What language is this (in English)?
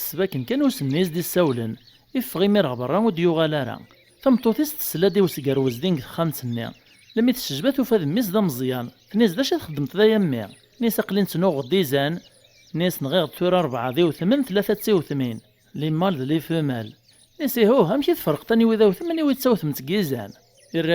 Kabyle